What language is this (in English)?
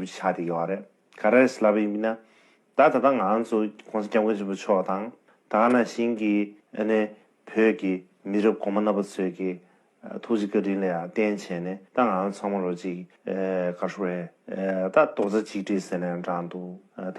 Tibetan